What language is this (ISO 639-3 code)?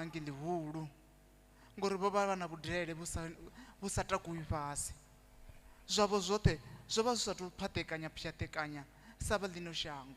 ven